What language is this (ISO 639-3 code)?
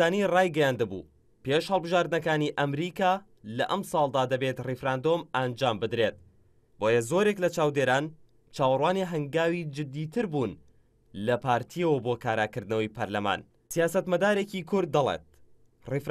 ckb